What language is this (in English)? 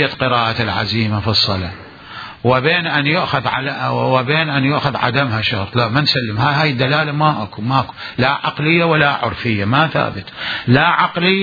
Mesopotamian Arabic